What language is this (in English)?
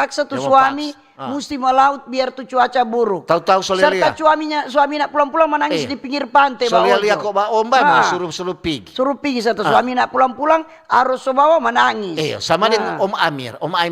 Manado Malay